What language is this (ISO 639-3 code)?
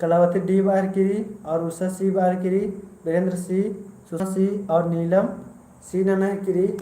kru